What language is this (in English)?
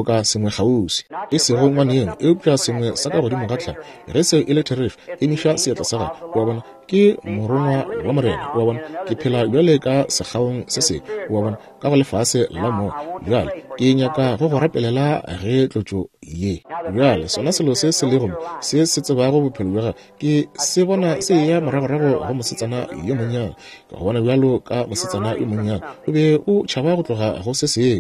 Northern Sotho